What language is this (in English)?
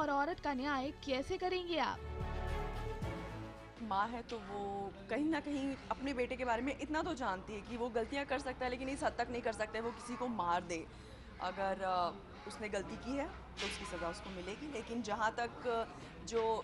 Hindi